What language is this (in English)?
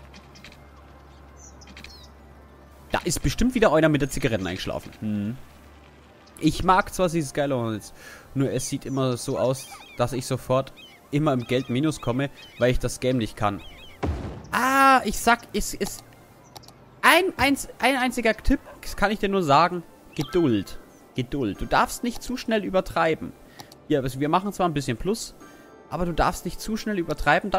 German